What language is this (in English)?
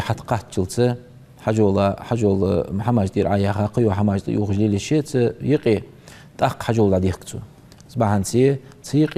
Ingush